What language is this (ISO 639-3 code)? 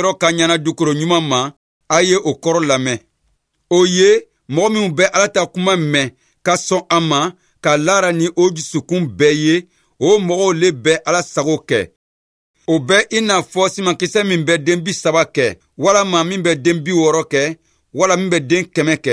bam